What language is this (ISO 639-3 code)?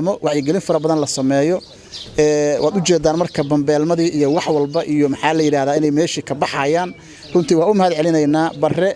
som